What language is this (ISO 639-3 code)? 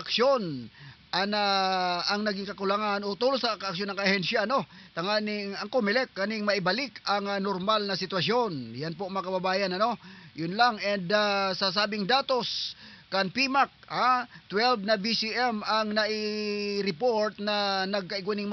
bln